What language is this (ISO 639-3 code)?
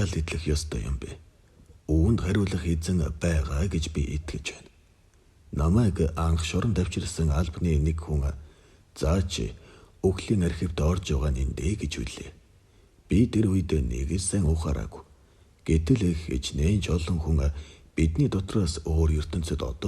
mon